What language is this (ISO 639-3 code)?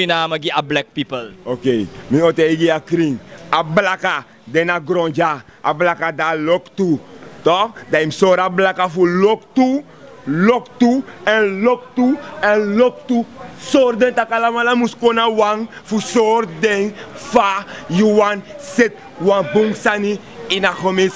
srn